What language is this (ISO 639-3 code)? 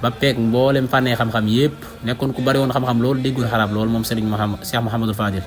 wol